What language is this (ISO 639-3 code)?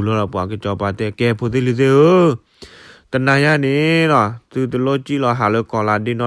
ksw